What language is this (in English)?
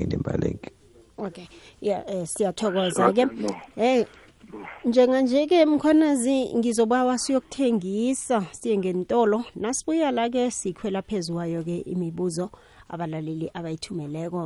South Ndebele